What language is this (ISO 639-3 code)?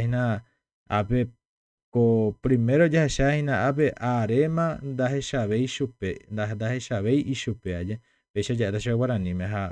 grn